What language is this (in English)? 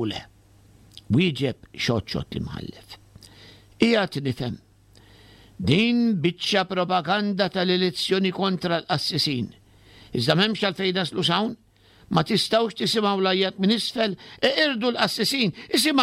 Maltese